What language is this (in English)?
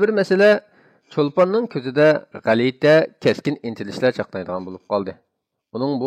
Uyghur